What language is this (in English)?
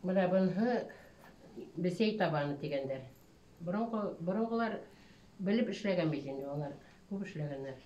Bashkir